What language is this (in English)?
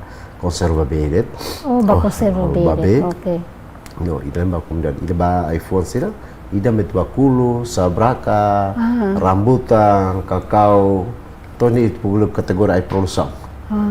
Tetum